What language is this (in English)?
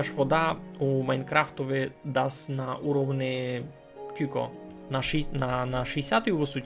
Rusyn